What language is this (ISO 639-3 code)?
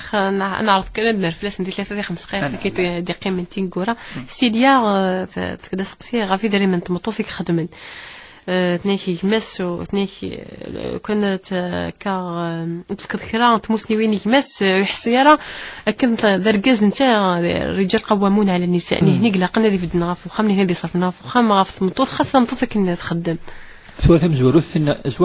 kab